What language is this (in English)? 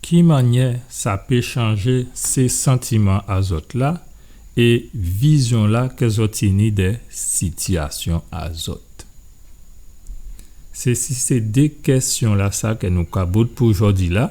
Guadeloupean Creole French